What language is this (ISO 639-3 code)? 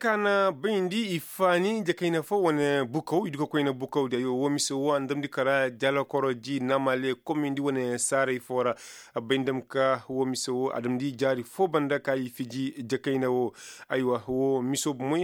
ses